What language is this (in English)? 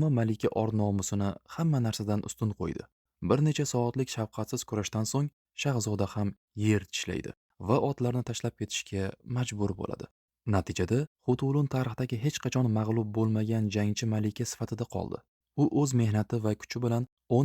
Uzbek